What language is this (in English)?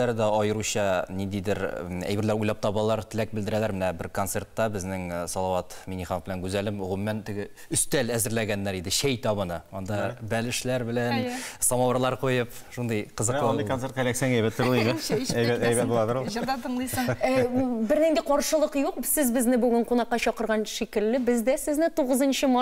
Tatar